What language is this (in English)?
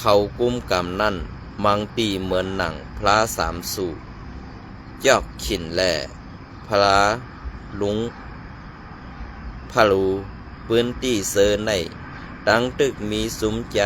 Shan